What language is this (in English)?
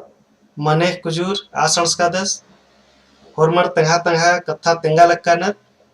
Kurukh